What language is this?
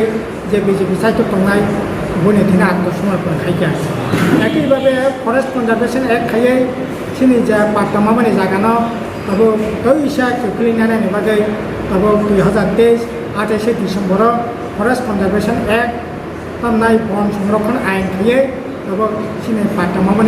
Riang (India)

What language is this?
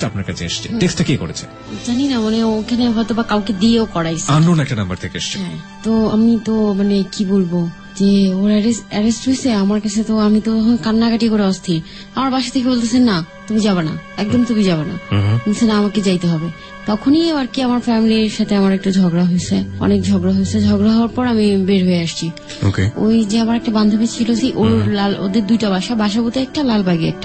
Bangla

